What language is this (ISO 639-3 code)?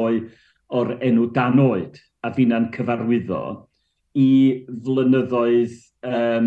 cym